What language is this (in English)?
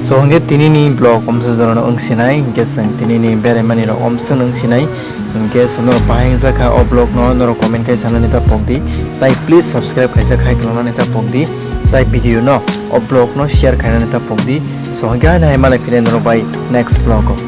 Kok Borok